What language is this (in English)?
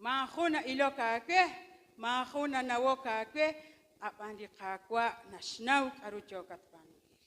Kekchí